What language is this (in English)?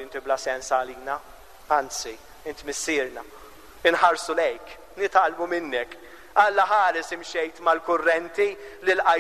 Maltese